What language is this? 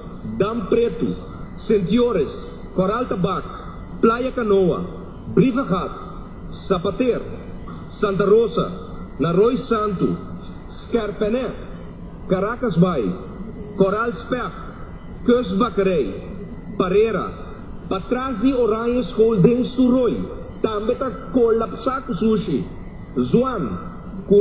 Papiamento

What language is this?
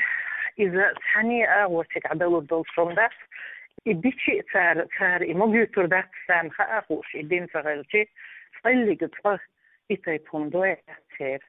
Chechen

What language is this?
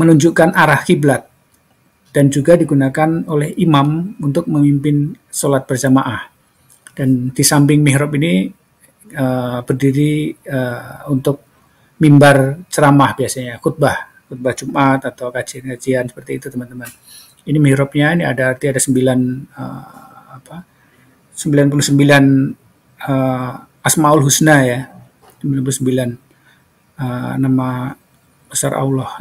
Indonesian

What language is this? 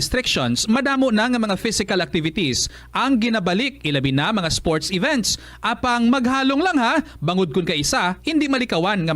Hiligaynon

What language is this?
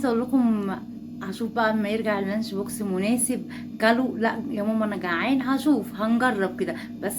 Egyptian Arabic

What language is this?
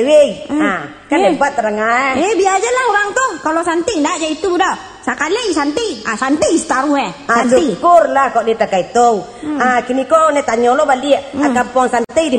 Minangkabau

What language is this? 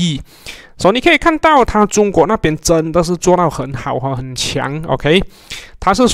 Chinese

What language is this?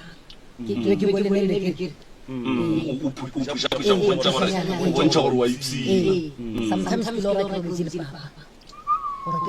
Northern Sotho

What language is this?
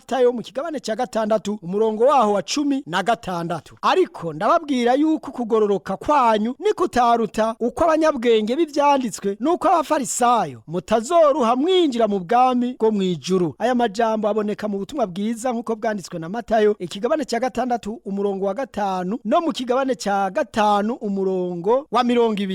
Rundi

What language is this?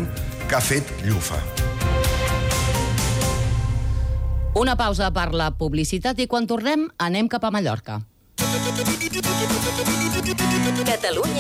Catalan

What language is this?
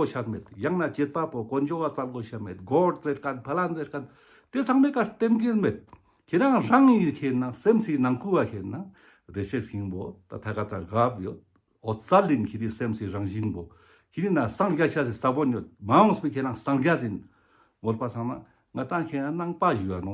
Ladakhi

